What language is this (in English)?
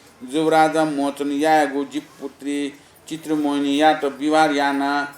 Newari